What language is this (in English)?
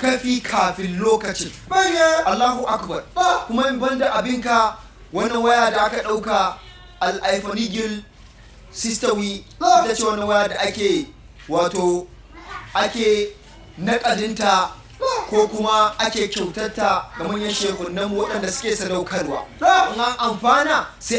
Hausa